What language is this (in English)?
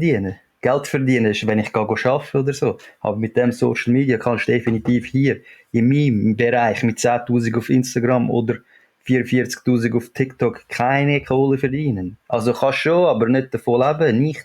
Swiss German